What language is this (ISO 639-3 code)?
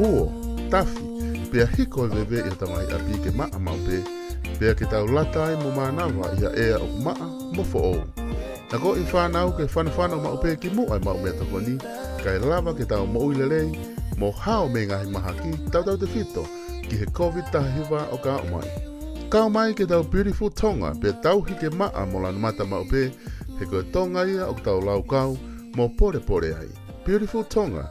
ton